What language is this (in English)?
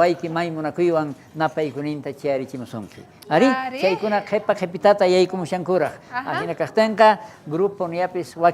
South Bolivian Quechua